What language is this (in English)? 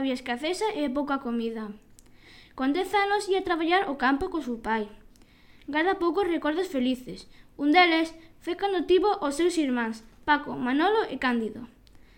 Galician